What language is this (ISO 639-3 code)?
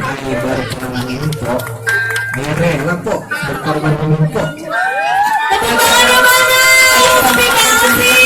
bew